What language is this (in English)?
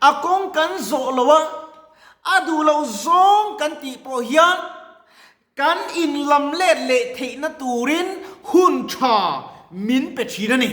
Mizo